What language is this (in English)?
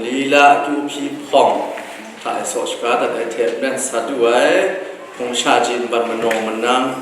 Kachin